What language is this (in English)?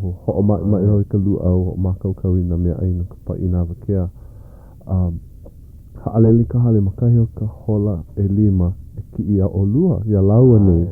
Hawaiian